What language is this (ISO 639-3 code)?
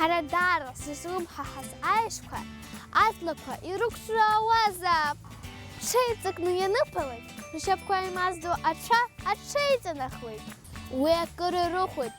abk